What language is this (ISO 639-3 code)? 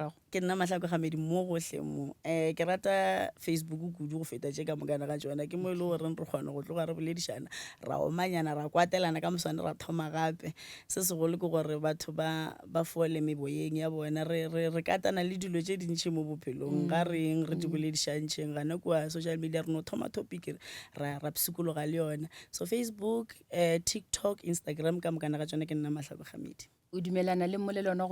nso